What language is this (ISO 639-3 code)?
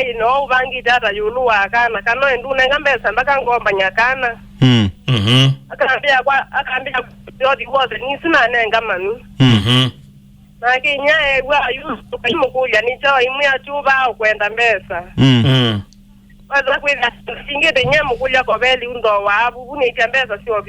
kam